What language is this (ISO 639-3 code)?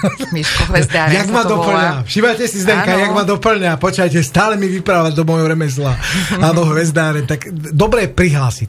slk